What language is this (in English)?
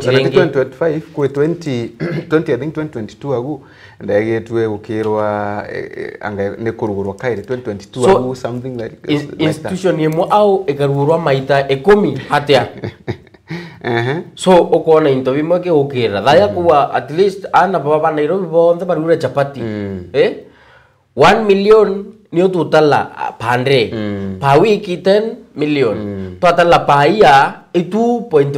Meru